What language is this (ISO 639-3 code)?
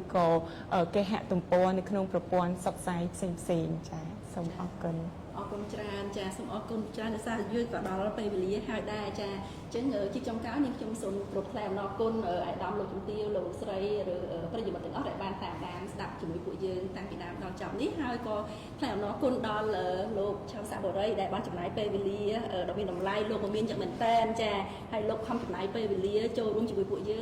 khm